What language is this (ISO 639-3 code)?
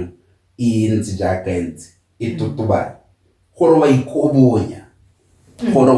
tsn